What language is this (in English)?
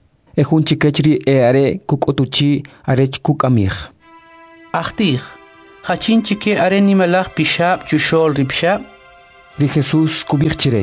Kʼicheʼ